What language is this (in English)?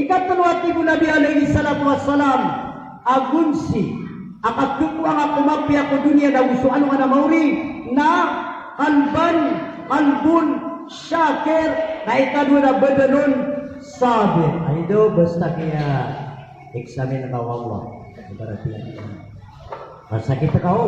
Maranao